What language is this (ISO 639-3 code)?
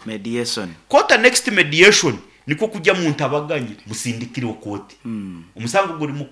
nyn